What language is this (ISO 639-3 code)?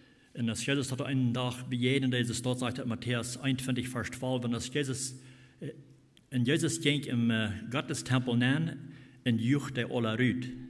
pdt